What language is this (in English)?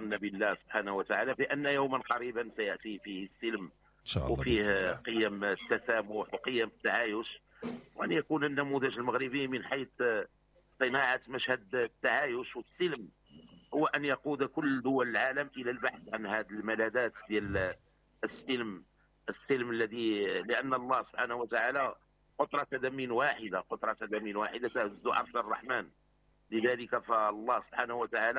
Moroccan Arabic